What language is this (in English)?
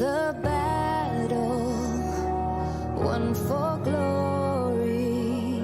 Kara-Kalpak